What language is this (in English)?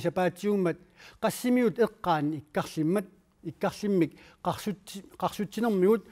Kalaallisut